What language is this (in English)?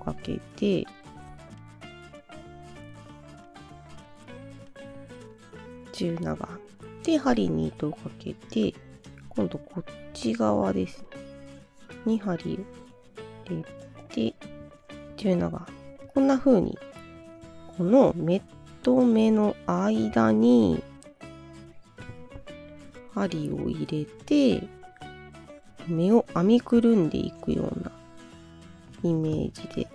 Japanese